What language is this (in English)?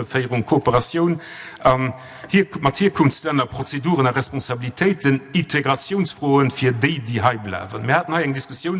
Luxembourgish